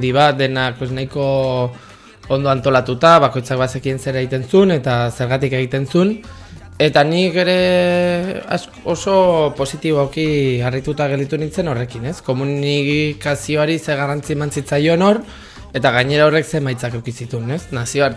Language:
Basque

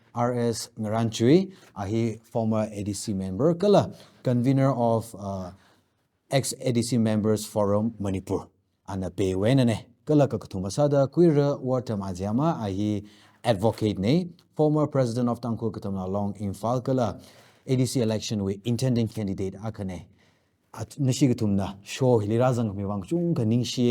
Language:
Tangkhul Naga (India)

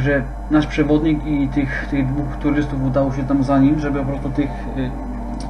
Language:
Polish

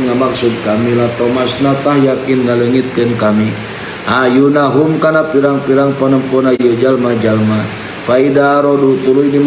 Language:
Sundanese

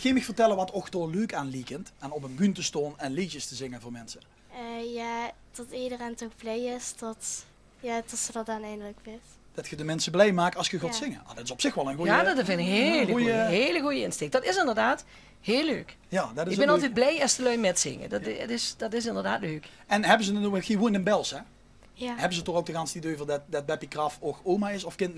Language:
Limburgish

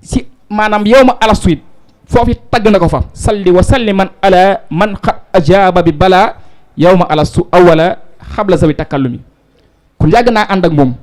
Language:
Wolof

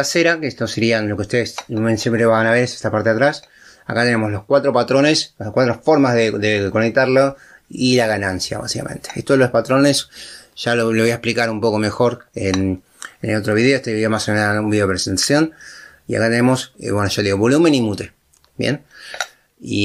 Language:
Spanish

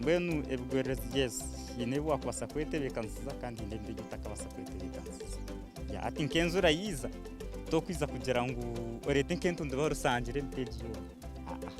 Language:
Nyankole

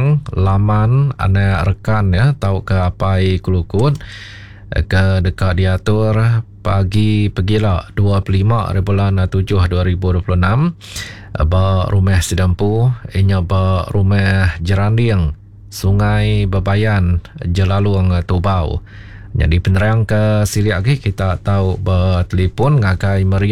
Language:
Iban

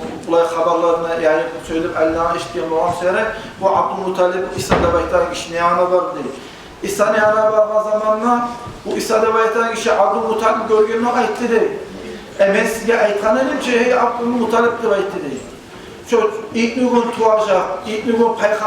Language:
Kumyk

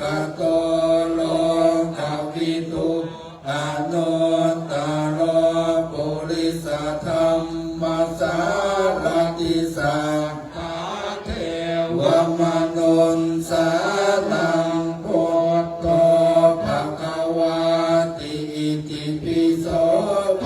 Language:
Pali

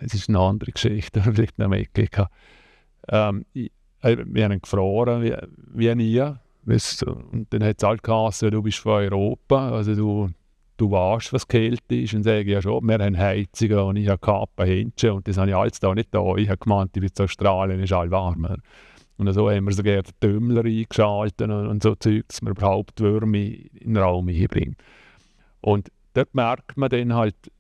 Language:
Swiss German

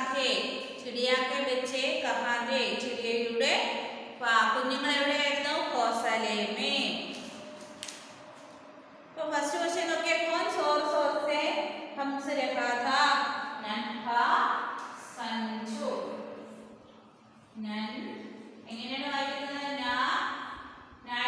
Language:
Malayalam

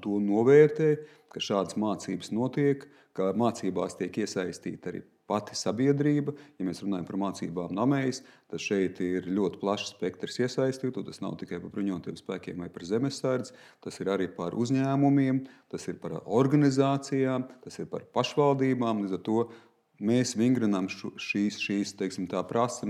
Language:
Latvian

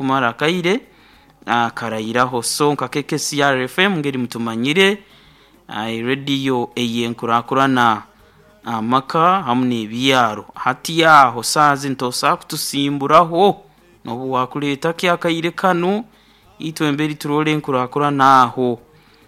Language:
Nyoro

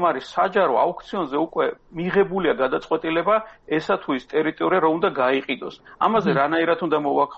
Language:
Georgian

